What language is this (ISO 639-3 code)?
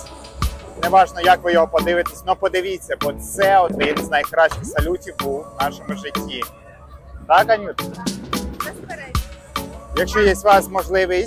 ukr